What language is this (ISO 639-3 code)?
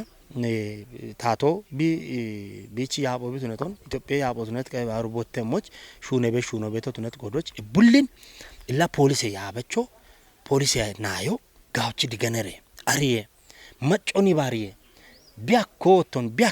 kbr